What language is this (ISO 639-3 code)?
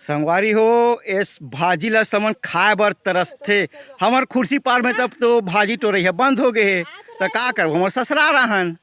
hne